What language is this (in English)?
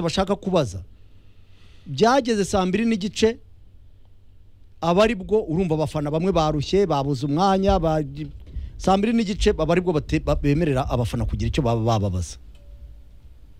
Kinyarwanda